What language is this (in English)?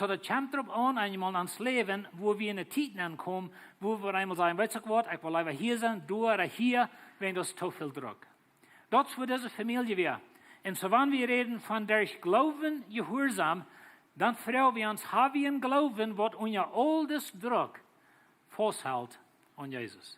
Plautdietsch